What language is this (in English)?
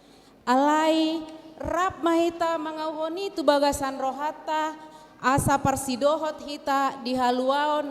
Batak Toba